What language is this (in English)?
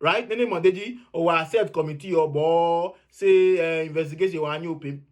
Adangme